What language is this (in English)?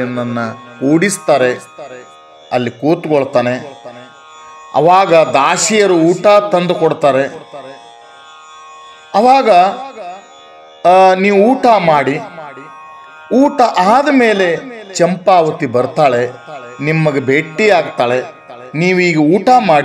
Kannada